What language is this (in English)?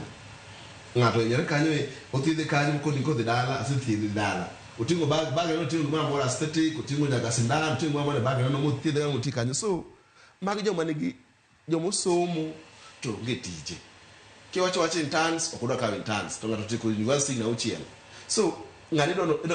Luo (Kenya and Tanzania)